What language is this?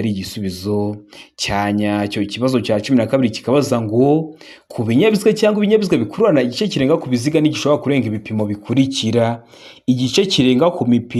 Kinyarwanda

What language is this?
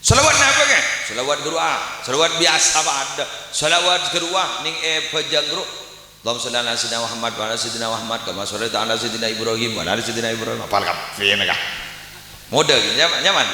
Madurese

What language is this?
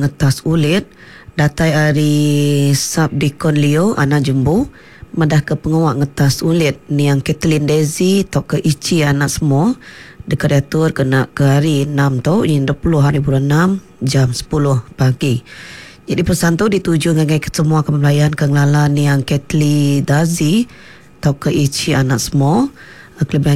Iban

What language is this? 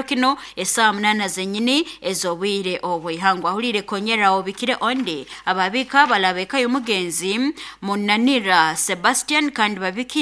Nyoro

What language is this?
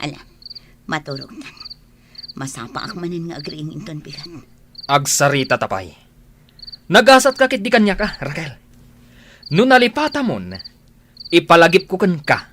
Iloko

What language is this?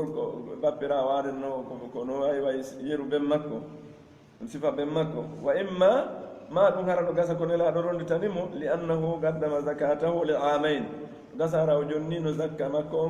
Pular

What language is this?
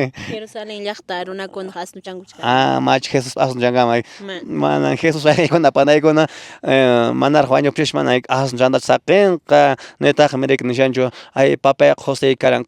Quechua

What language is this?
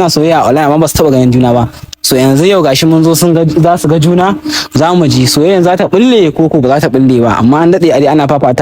Hausa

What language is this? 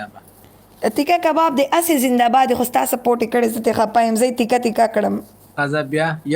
Pashto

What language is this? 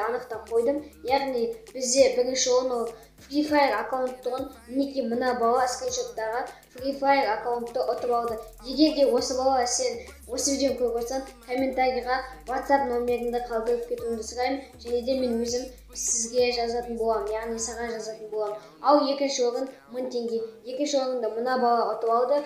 Kazakh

